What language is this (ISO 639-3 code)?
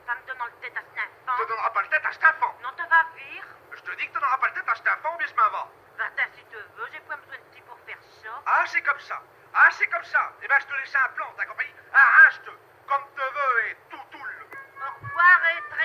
pcd